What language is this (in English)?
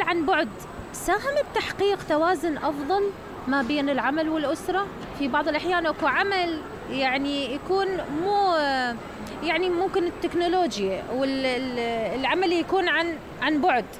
Mesopotamian Arabic